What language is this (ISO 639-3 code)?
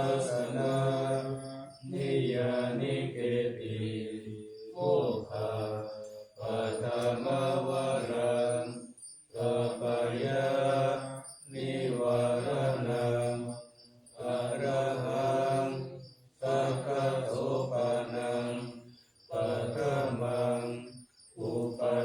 pli